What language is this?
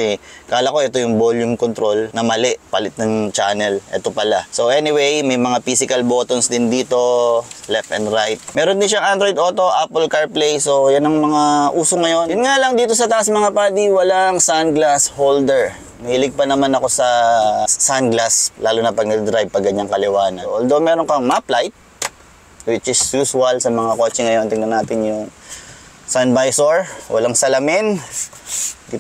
Filipino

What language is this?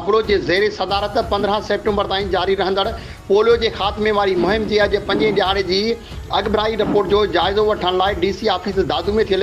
Sindhi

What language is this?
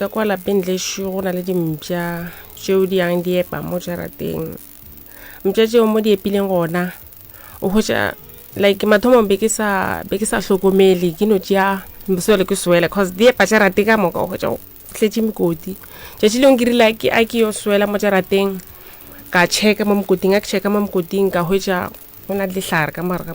Northern Sotho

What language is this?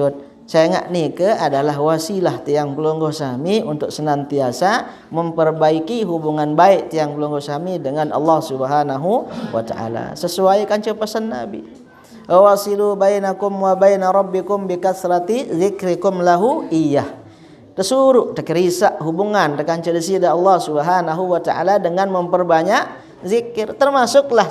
Sasak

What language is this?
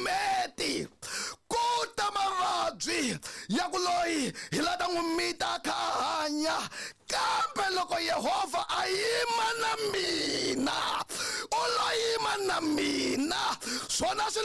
Tsonga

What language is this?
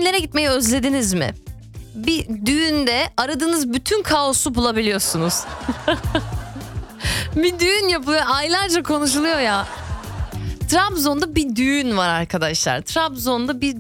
Turkish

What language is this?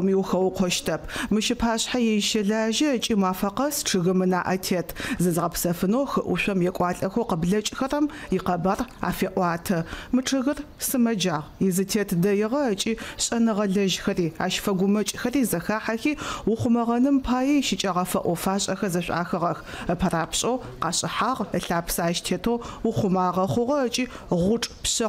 Adyghe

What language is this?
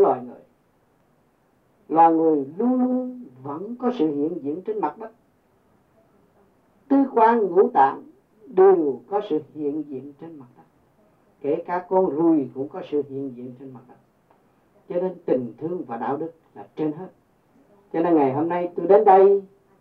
Vietnamese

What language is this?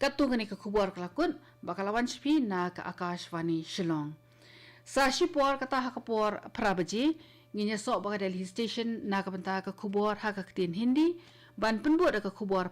Khasi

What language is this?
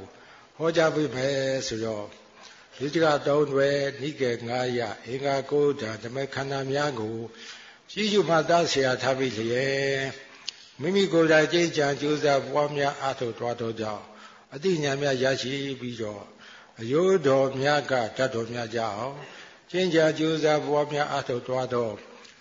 Burmese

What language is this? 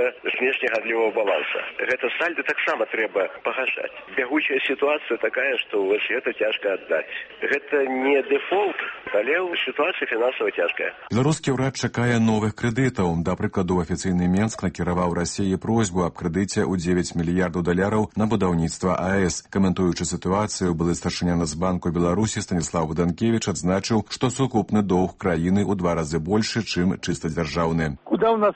Belarusian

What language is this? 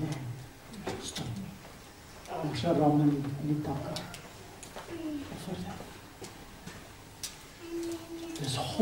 Afrikaans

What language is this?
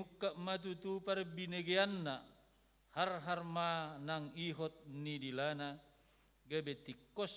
Batak Toba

